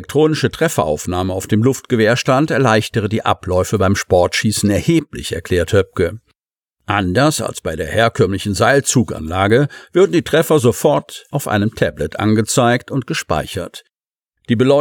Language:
German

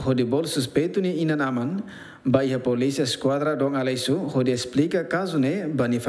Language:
Tetum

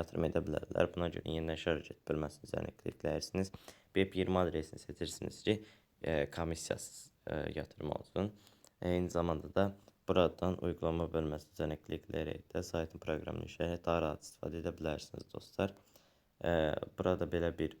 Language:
Azerbaijani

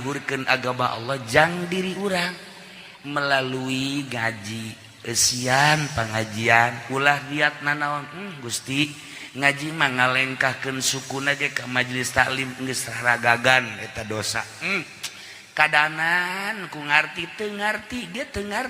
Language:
Sundanese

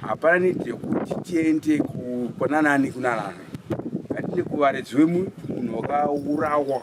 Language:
Shona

